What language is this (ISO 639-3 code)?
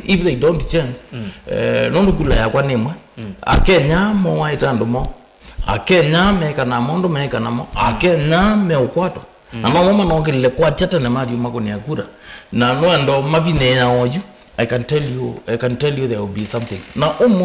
kam